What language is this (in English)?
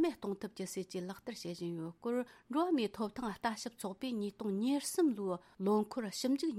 Tibetan